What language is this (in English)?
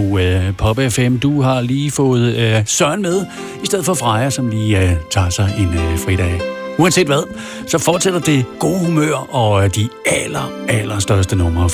Danish